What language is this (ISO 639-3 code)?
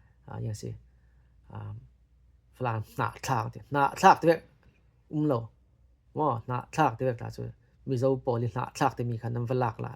cfm